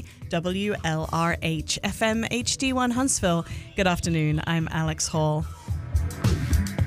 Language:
English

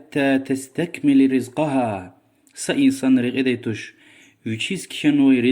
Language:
Lezghian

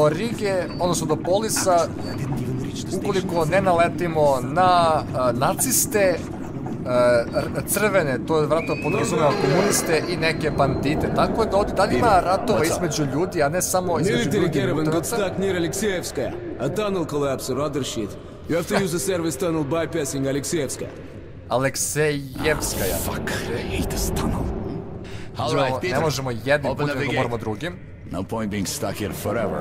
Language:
Serbian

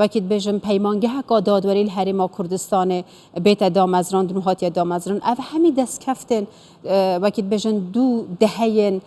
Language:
Kurdish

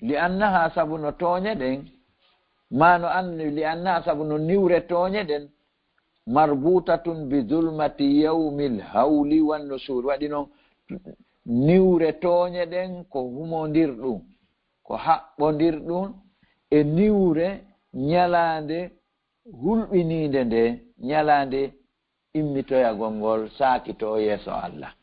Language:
Fula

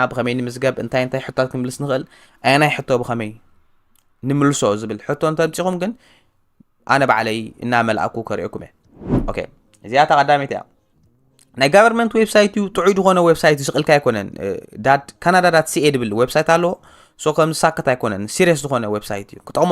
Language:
Tigrinya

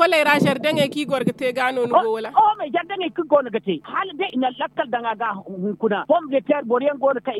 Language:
Zarma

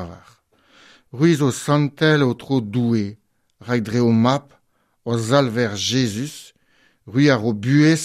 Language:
Breton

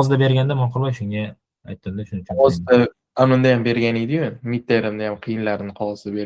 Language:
Uzbek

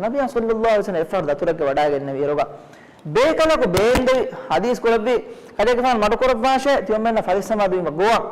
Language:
Divehi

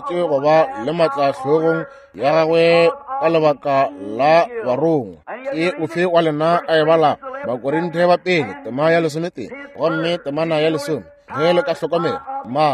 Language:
Northern Sotho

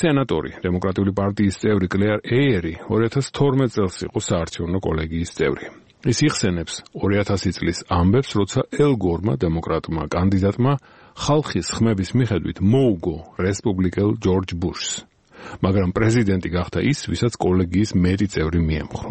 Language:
Georgian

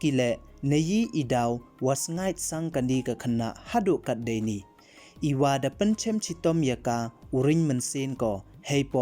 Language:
Pnar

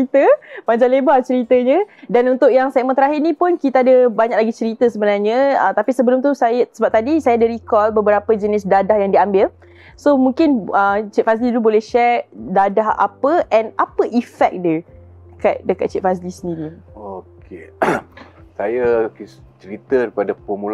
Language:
Malay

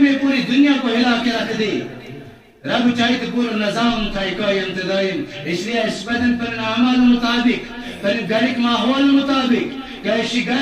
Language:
Kashmiri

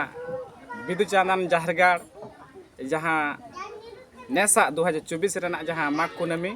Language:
Santali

